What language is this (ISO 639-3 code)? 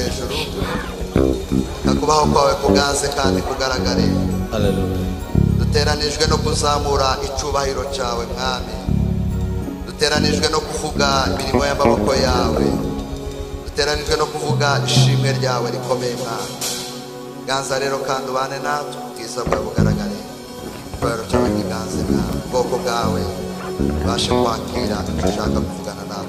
kin